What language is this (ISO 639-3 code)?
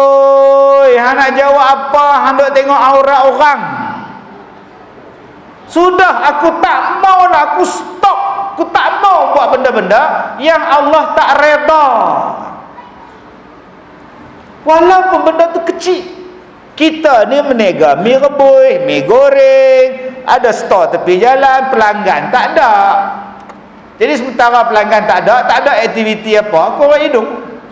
msa